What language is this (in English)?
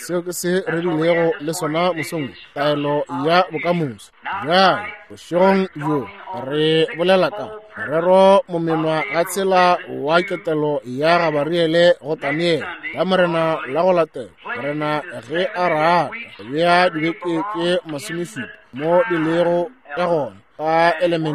Northern Sotho